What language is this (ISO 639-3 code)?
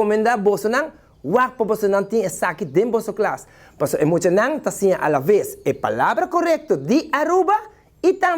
pap